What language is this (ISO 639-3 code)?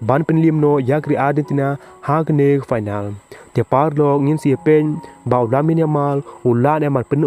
kha